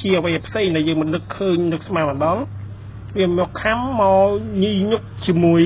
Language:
Khmer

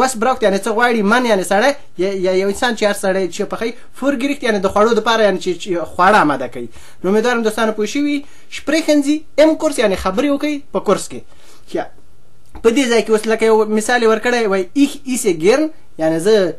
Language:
Pashto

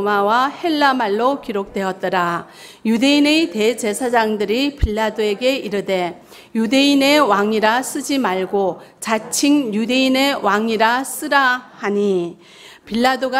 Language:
Korean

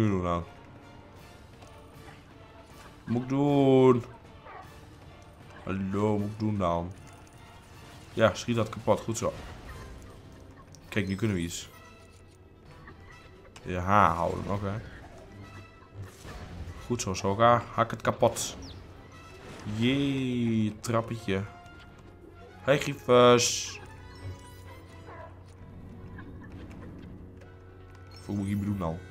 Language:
Dutch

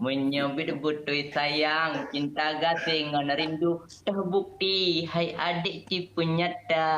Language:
Achinese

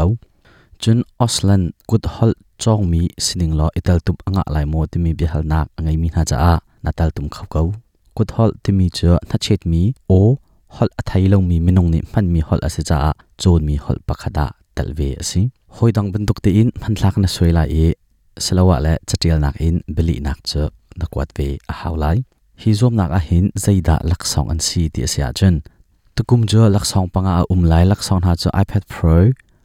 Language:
Hakha Chin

